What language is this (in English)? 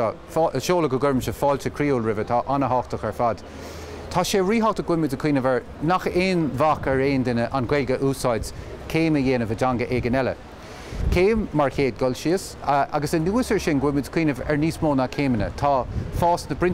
Irish